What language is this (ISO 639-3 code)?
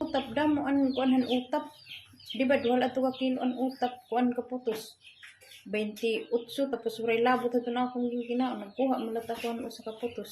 war